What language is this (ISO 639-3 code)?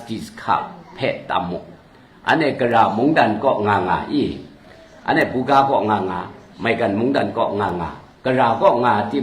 kac